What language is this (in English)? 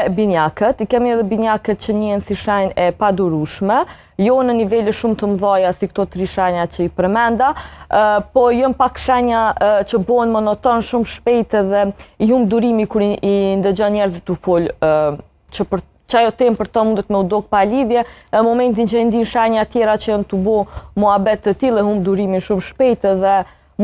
Albanian